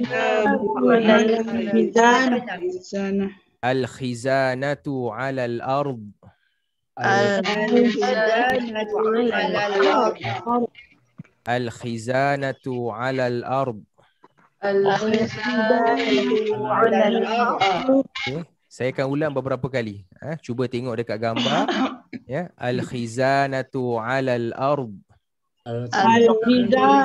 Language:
Malay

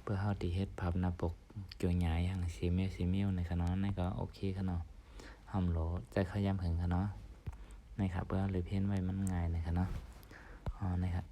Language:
Shan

